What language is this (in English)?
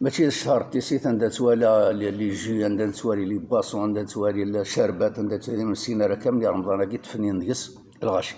Kabyle